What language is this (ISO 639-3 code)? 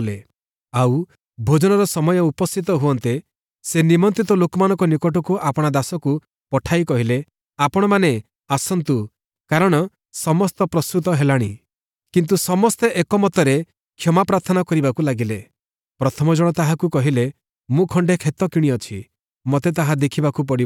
ori